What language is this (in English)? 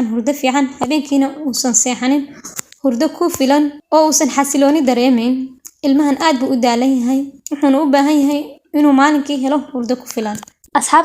Somali